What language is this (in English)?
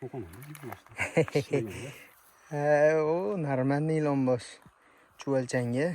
Uzbek